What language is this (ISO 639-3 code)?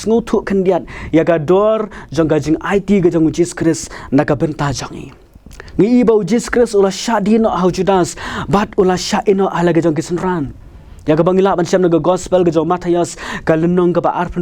kha